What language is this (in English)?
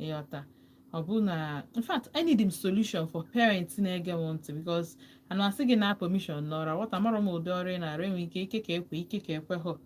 Igbo